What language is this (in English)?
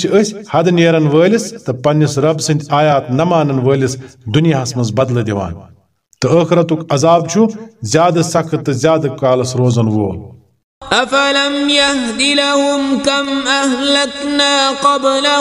Kashmiri